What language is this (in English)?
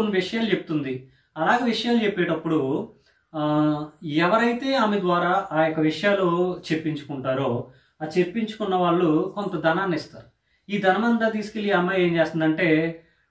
Telugu